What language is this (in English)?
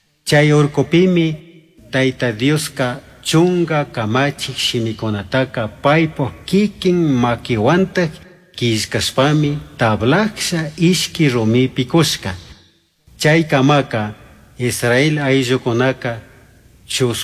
Chimborazo Highland Quichua